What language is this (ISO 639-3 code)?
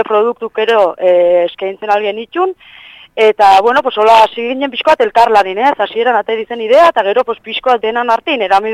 eus